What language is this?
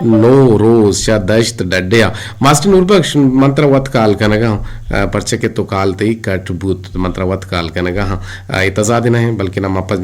Eastern Balochi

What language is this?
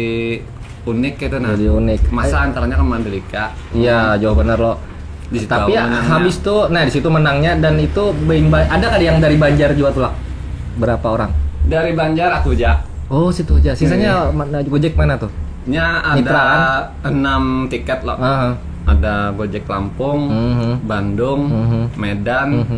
Banjar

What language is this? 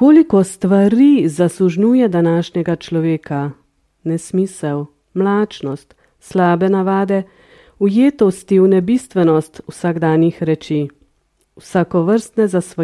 Slovenian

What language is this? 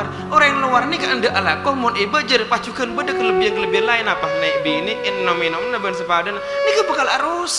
Madurese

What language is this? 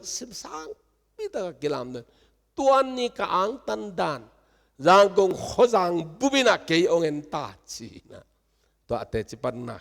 Tedim Chin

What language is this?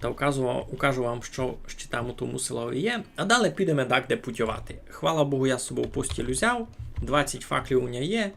Rusyn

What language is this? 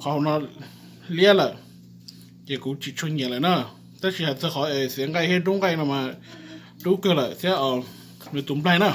Hmong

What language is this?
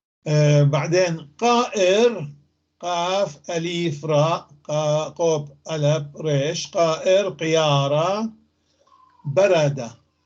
North Levantine Arabic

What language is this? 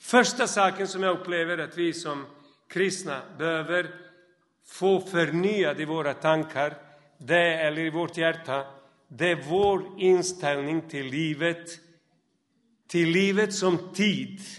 Swedish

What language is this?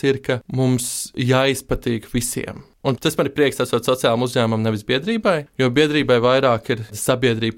Latvian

